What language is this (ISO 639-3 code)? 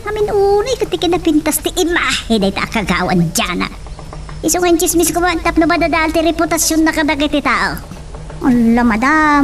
ilo